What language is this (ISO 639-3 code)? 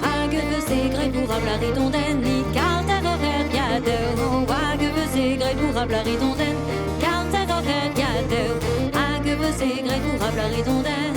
bre